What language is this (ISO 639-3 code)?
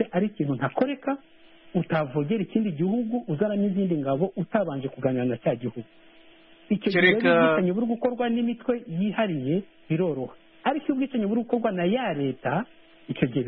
kin